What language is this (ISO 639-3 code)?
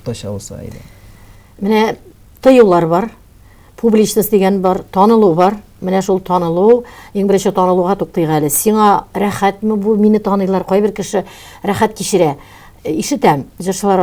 tat